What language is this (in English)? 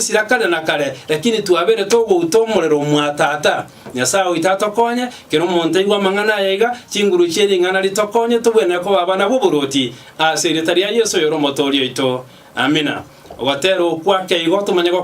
Gusii